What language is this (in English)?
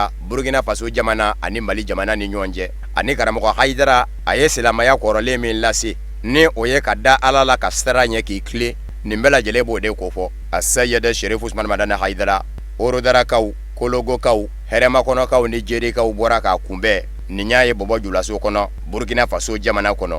Bambara